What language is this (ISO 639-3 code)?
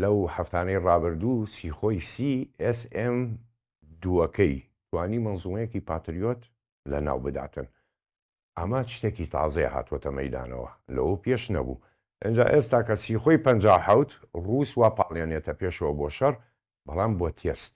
ckb